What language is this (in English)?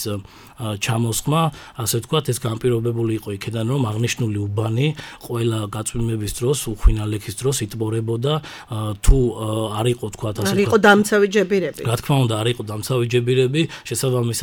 Georgian